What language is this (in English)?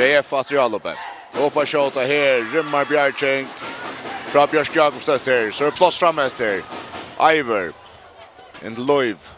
Faroese